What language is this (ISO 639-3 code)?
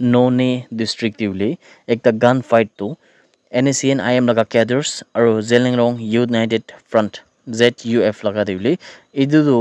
nag